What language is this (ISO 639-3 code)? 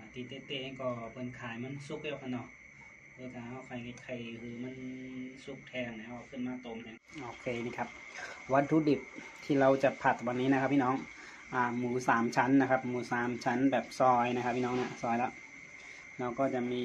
shn